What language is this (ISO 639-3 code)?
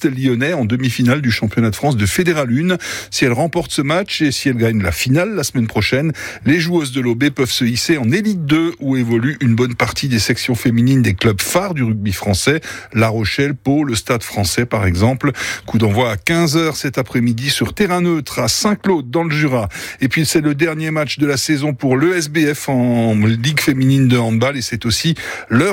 fra